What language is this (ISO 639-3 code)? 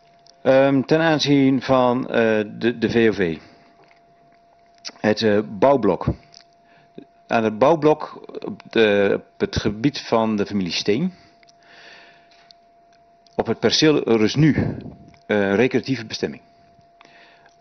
nld